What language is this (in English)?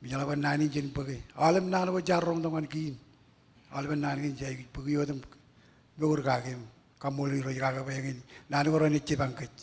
Marshallese